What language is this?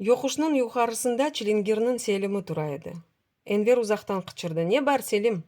Crimean Tatar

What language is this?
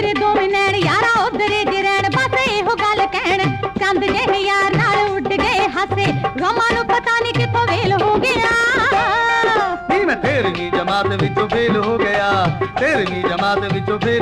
Punjabi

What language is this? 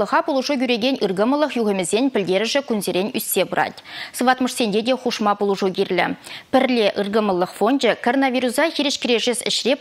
Chuvash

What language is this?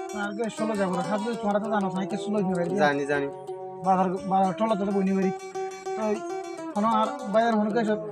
Rohingya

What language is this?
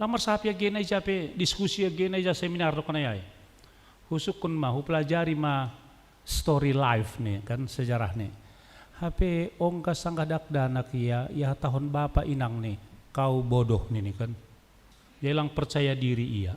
Batak Simalungun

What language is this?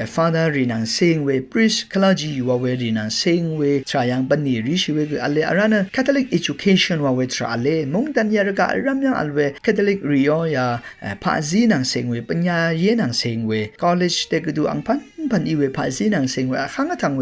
Rawang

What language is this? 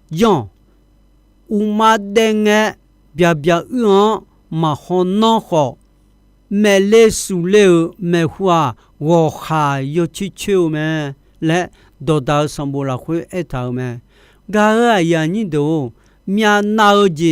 Akha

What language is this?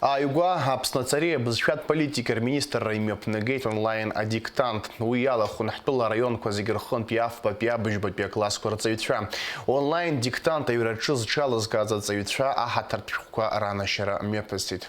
Abkhazian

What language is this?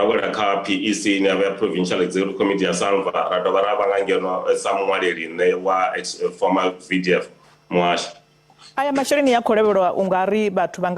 Venda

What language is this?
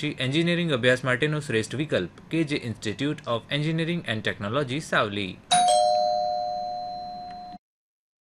Gujarati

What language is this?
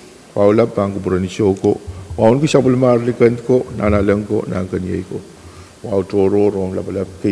Pohnpeian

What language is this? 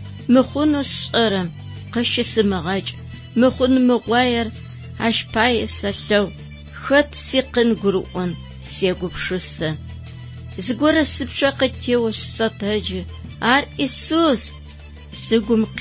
Adyghe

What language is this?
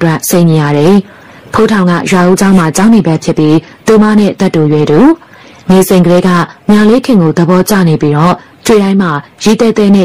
Burmese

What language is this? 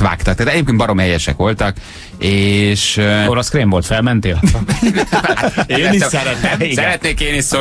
Hungarian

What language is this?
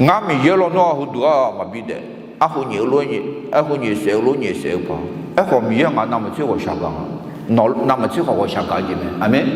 Akha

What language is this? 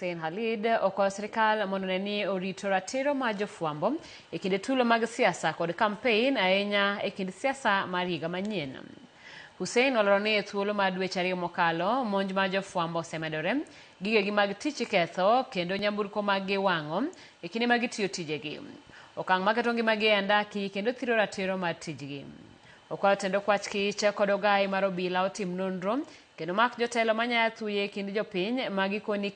Luo (Kenya and Tanzania)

